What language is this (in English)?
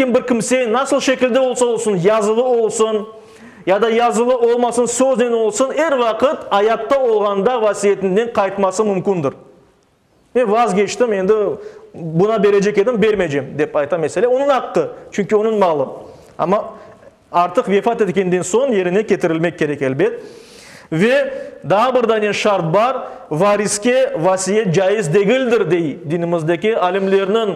Crimean Tatar